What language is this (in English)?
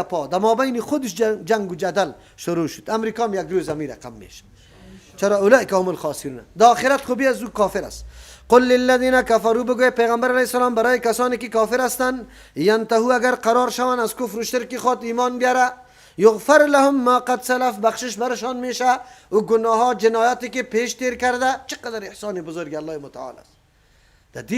Persian